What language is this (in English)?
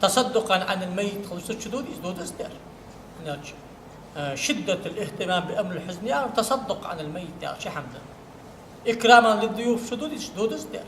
Ingush